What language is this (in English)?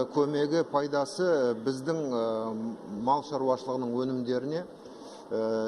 Kazakh